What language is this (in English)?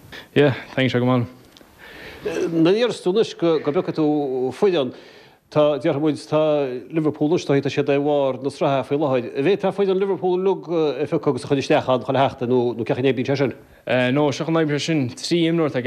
Irish